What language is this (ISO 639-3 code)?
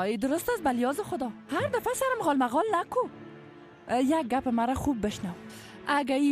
fas